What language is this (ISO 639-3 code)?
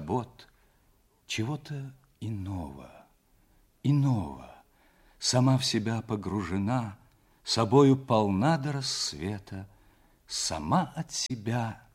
rus